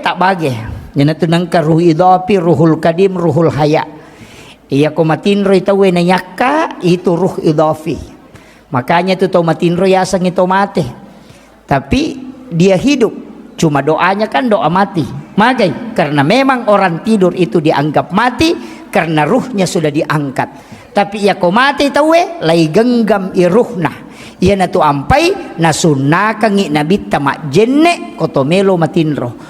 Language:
Buginese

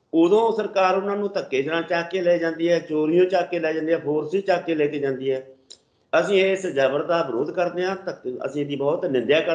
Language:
Punjabi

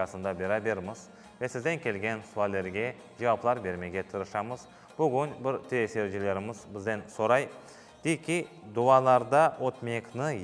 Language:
Crimean Tatar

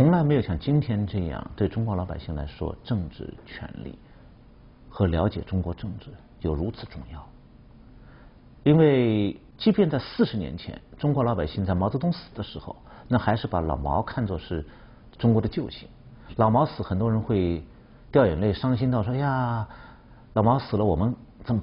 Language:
Chinese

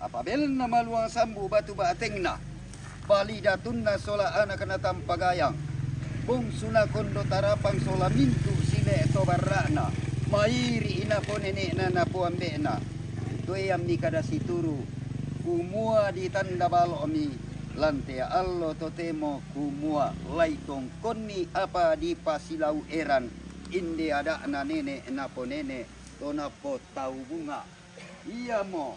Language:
Toraja-Sa'dan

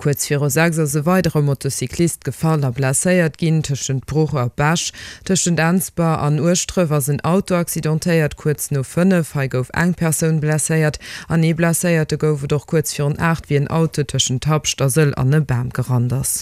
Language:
Luxembourgish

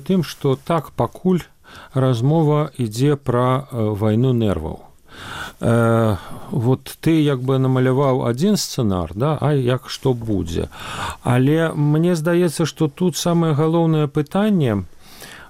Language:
Belarusian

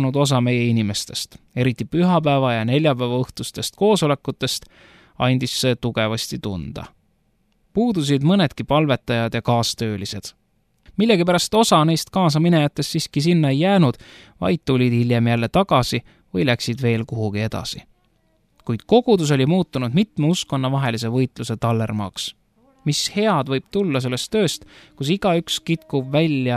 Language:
Estonian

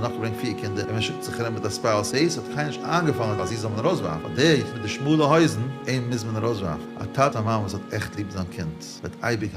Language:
Yiddish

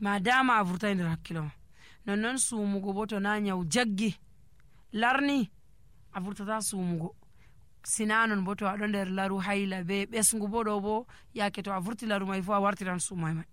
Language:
Nigerian Fulfulde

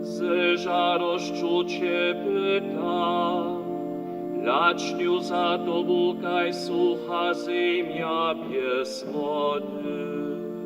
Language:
Upper Sorbian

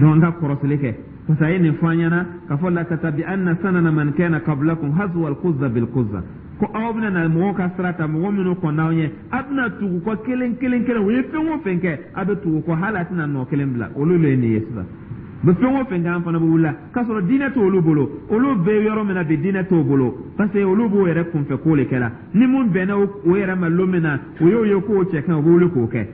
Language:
Dyula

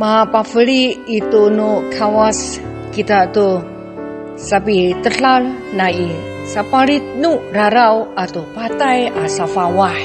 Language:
Amis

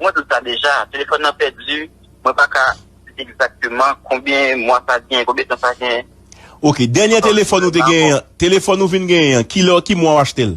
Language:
Haitian Creole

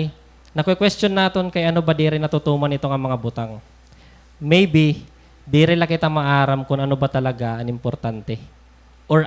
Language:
Waray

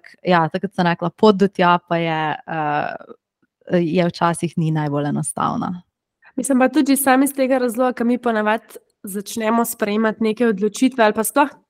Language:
Slovenian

